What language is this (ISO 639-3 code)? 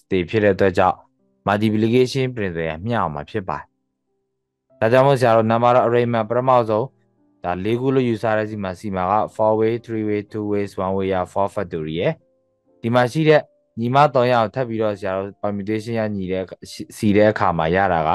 mya